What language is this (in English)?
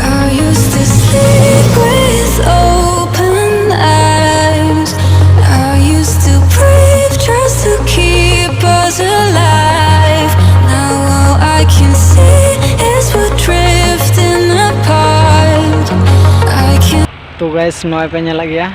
Santali